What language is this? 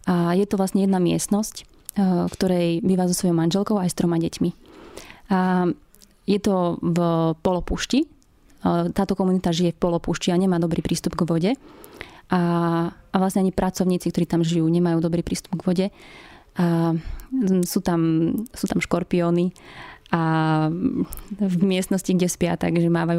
Slovak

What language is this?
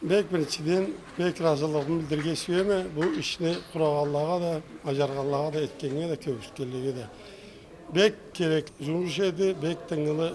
Karachay-Balkar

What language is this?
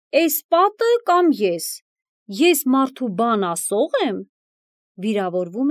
Armenian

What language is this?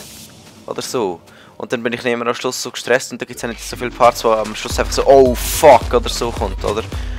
Swiss German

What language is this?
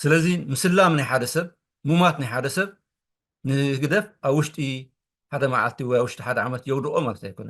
Tigrinya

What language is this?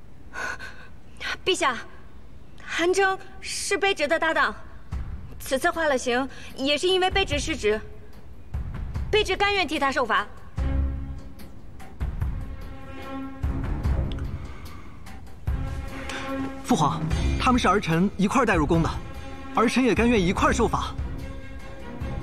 Chinese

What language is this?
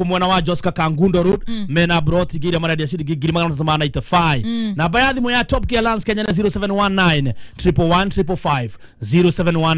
Kikuyu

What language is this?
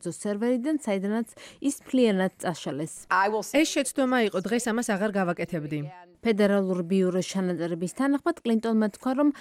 Georgian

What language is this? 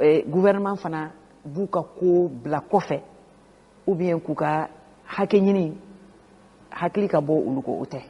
Bambara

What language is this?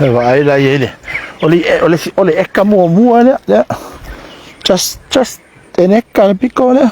Samoan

